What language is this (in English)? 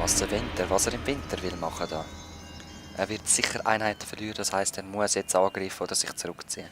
Swiss German